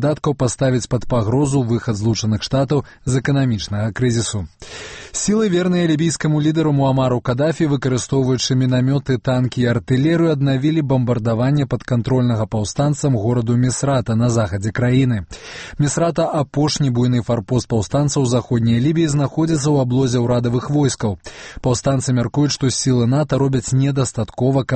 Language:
Belarusian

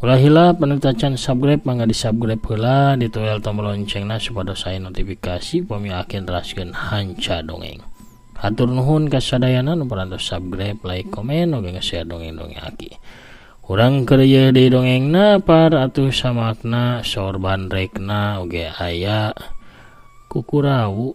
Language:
Sundanese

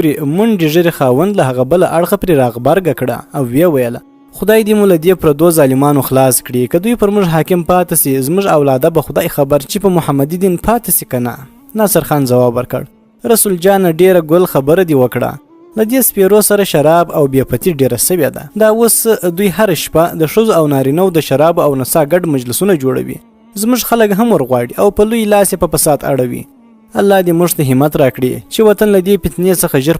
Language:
Pashto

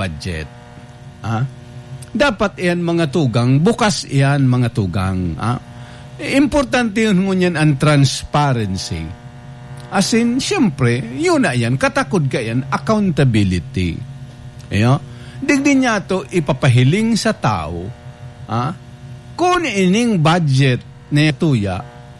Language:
Bikol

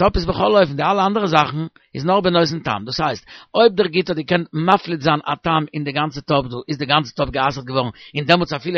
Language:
Yiddish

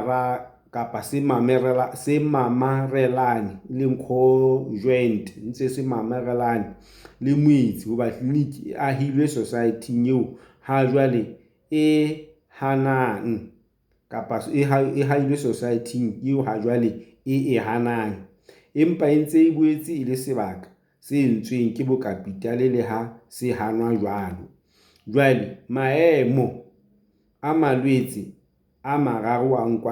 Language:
Southern Sotho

